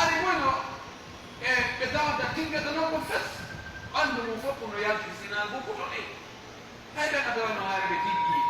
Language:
Fula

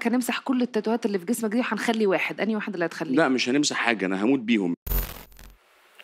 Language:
Egyptian Arabic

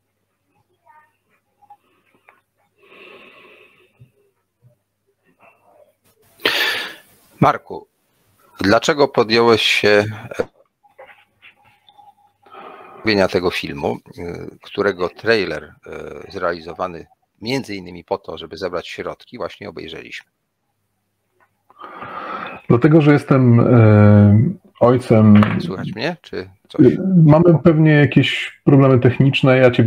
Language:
Polish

